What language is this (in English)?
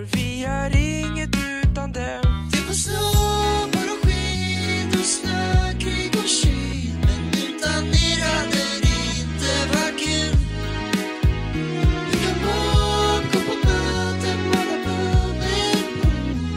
Swedish